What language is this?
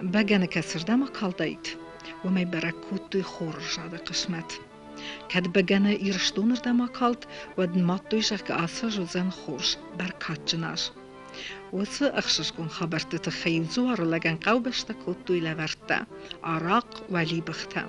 Ossetic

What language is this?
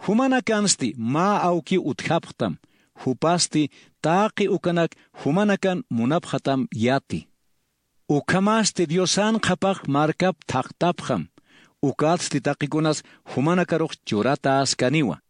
Aymara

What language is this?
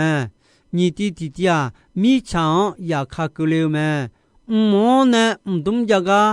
Akha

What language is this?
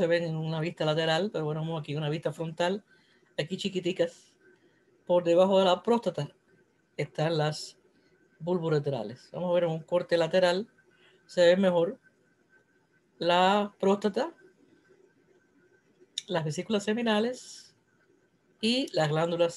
Spanish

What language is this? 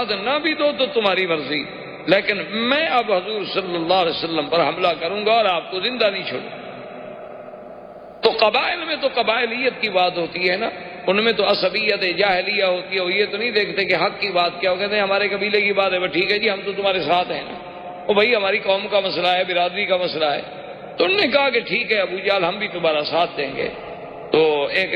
Urdu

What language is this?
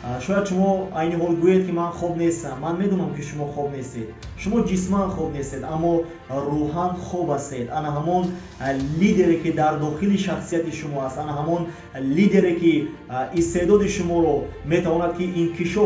Tajik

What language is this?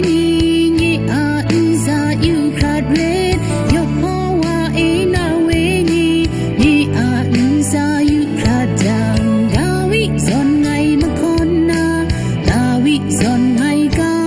Kachin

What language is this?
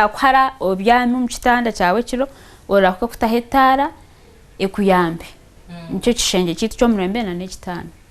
Nyankole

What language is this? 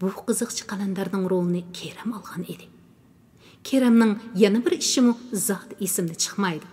Uyghur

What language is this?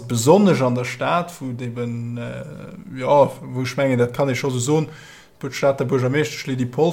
Luxembourgish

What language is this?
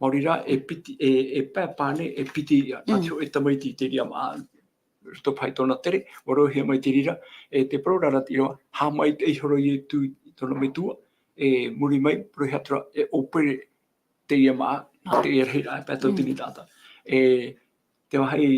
Tahitian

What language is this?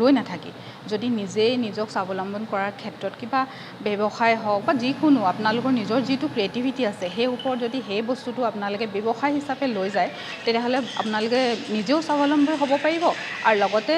Assamese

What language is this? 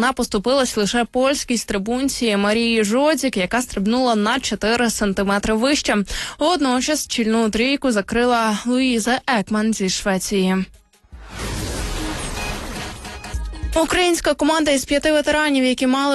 Ukrainian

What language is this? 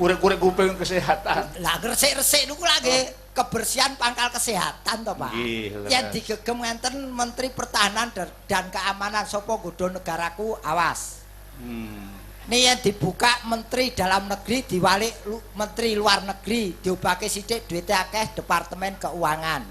Javanese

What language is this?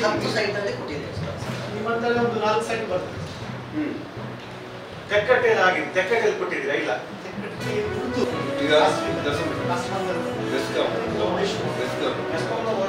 Kannada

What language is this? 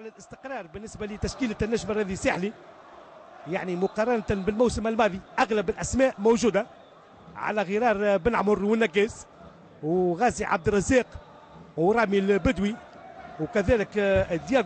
Tunisian Arabic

